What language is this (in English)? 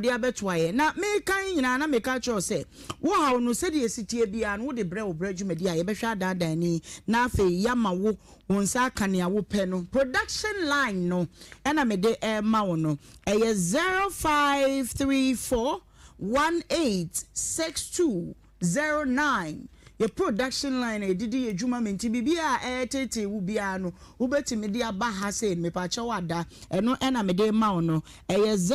Akan